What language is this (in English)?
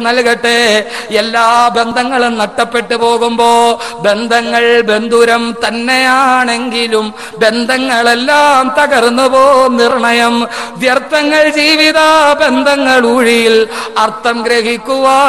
Malayalam